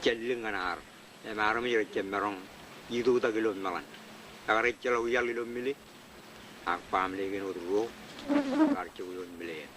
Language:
Marshallese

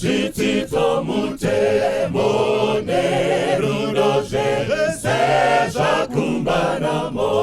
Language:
Shona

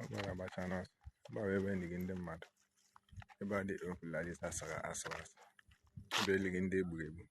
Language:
Igbo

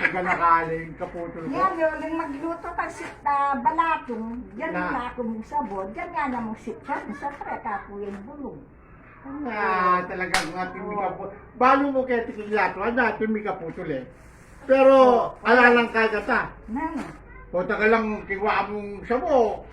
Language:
Pampanga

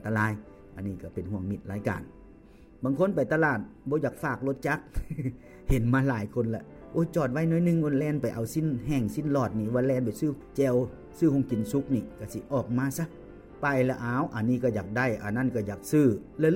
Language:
Lao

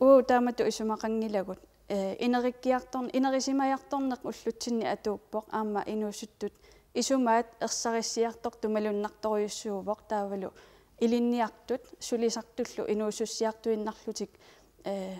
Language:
Kalaallisut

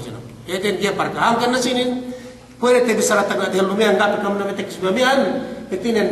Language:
Yakan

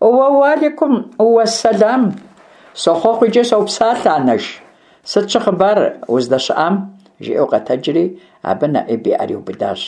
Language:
Kabardian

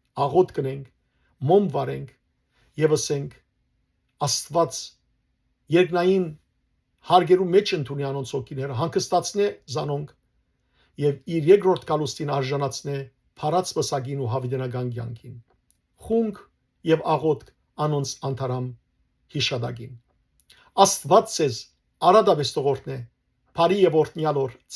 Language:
Western Armenian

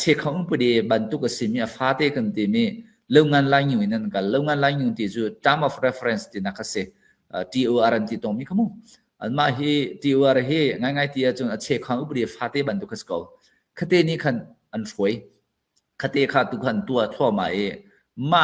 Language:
Falam Chin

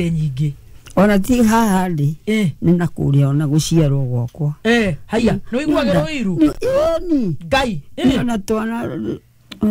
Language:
Kikuyu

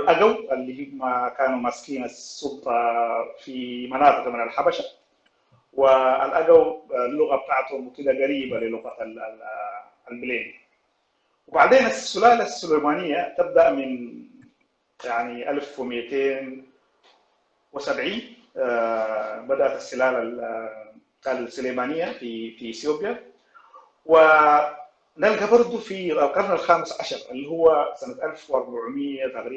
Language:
Sudanese Arabic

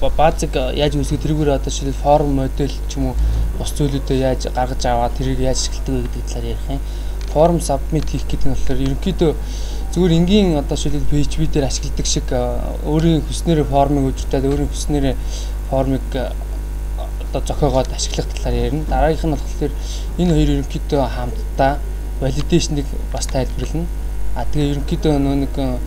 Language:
Mongolian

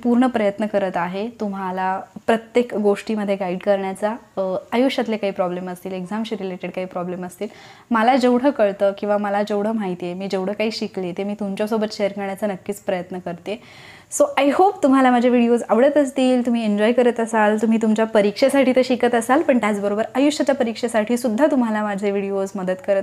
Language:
Marathi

